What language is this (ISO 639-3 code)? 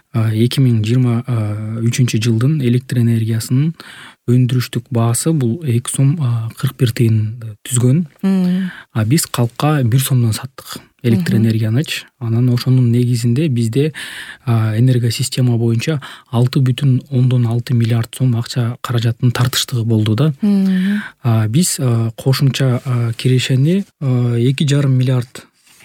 kir